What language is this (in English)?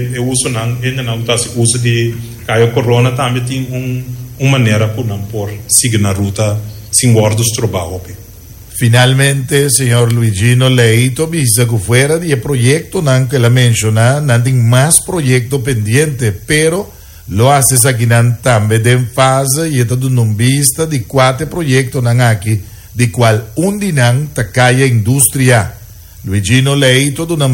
Papiamento